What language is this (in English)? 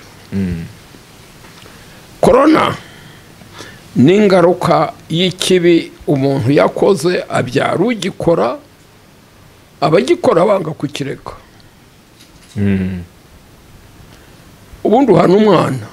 Kinyarwanda